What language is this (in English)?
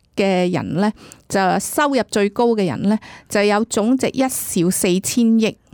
Cantonese